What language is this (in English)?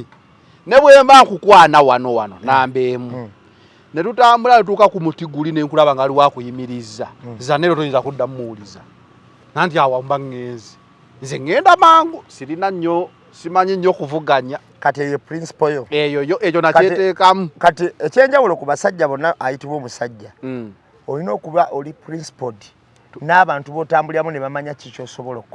Ganda